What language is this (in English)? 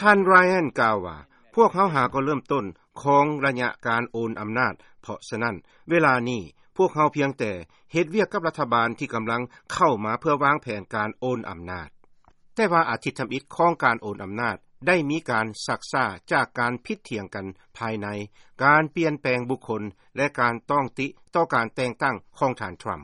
Lao